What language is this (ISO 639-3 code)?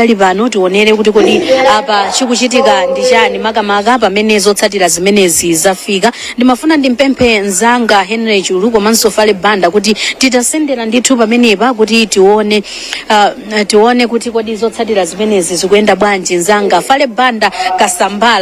nya